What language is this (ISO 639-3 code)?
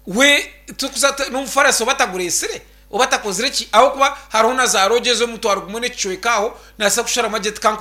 nyn